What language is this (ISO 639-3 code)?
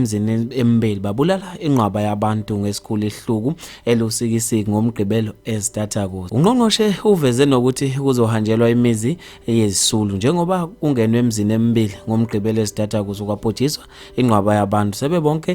zul